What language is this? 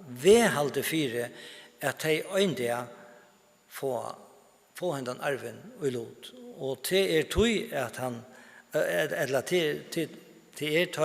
Faroese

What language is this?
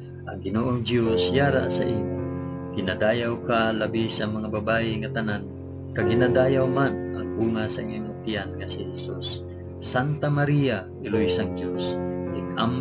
Hiligaynon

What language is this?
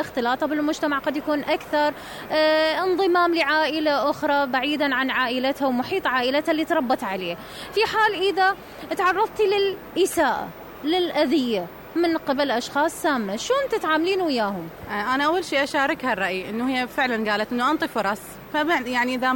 Mesopotamian Arabic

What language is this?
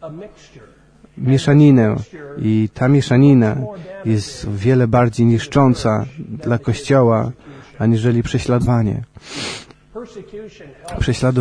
Polish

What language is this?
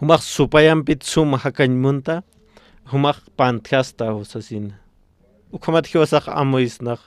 Aymara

